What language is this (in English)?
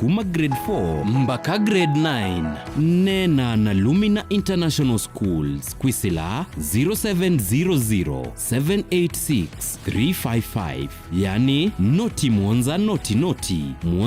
Kamba